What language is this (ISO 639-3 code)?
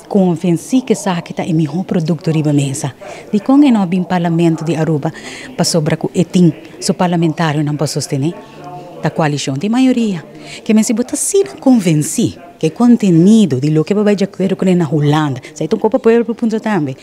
pap